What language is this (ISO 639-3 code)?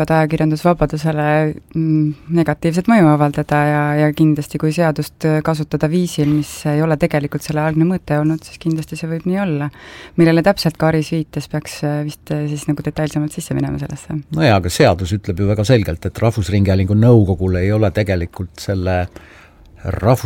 est